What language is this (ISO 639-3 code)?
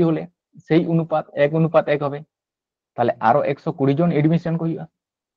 sat